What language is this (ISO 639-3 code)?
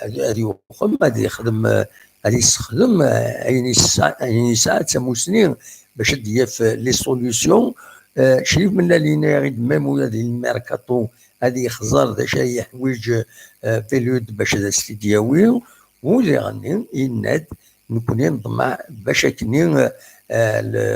kab